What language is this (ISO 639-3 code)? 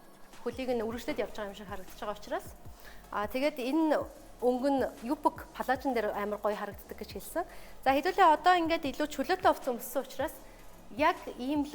mon